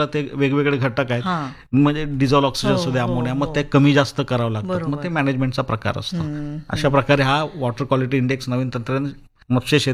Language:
Marathi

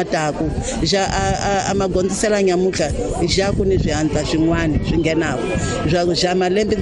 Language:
Tsonga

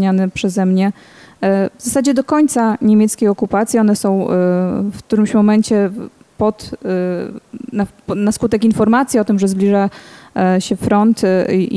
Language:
Polish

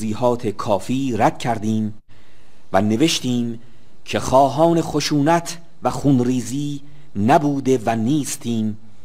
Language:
Persian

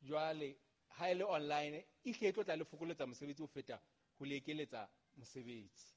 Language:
Southern Sotho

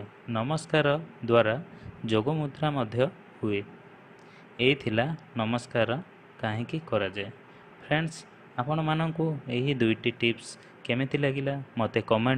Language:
Odia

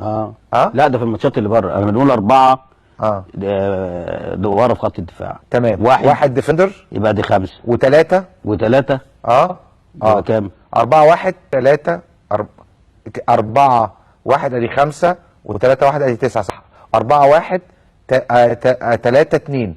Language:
Egyptian Arabic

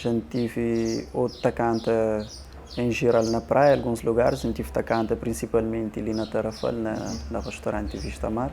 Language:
Kabuverdianu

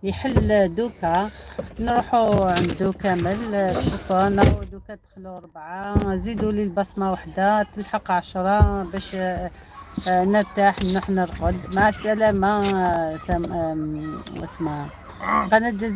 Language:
Algerian Arabic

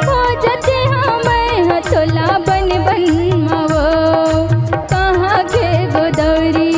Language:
Chhattisgarhi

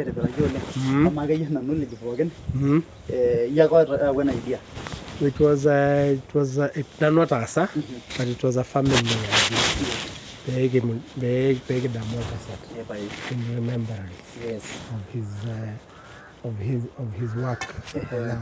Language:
Masai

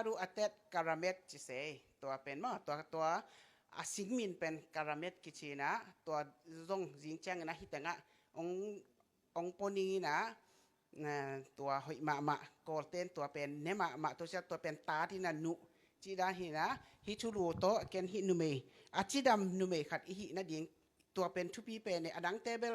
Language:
Tedim Chin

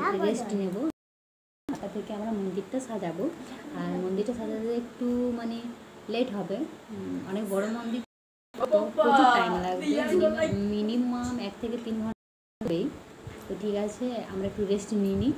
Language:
Bangla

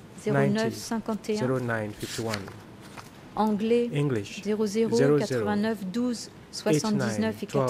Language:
French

